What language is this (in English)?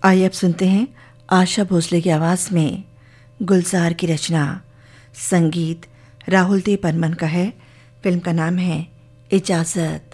Hindi